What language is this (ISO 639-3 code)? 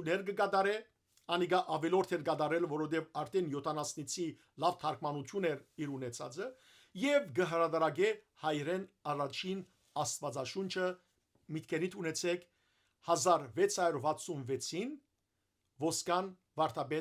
hyw